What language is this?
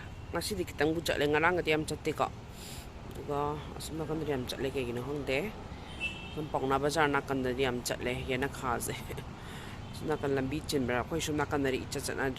Manipuri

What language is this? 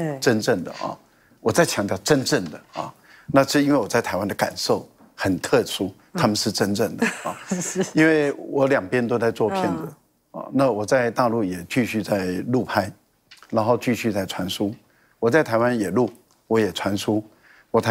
Chinese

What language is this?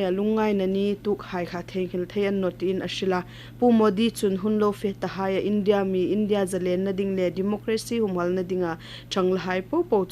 Hmar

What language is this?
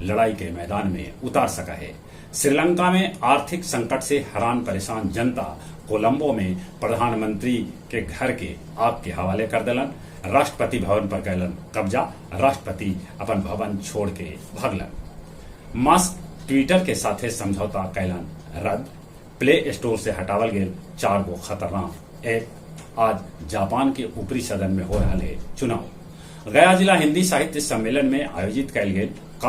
Magahi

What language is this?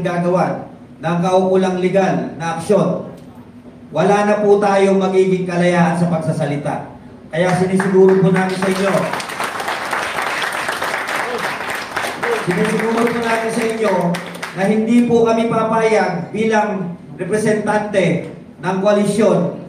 Filipino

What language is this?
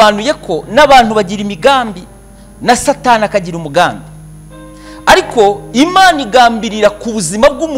Kinyarwanda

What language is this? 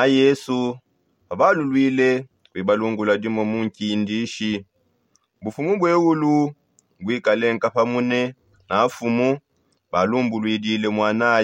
Songe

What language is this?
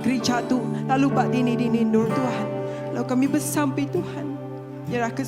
Iban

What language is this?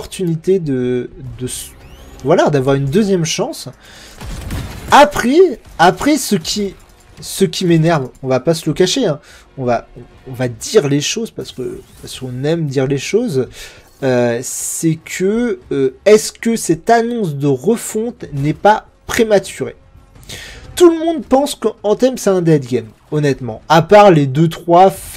French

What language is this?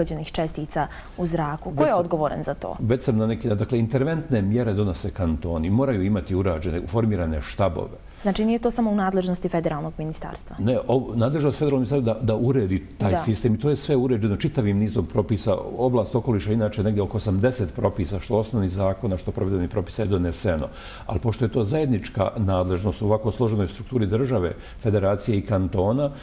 Bosnian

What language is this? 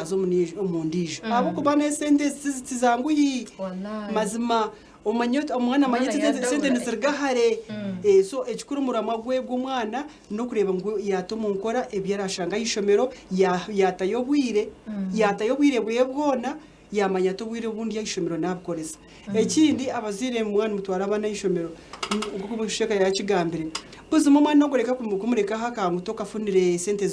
Nyankole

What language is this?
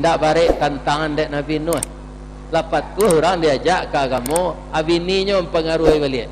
Minangkabau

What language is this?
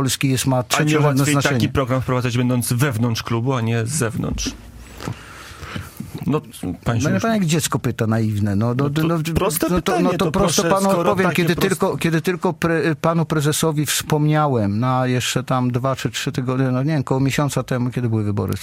Polish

